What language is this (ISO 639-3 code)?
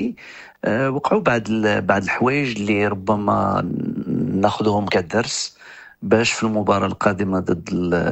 ary